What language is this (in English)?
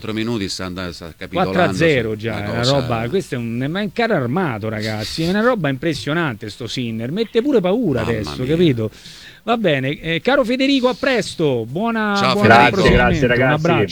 Italian